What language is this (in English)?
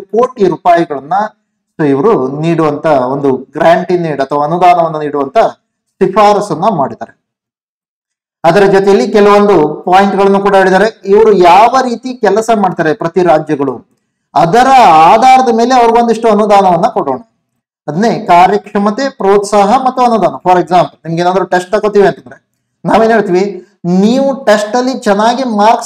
Kannada